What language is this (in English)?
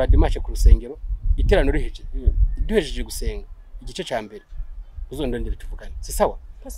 Rundi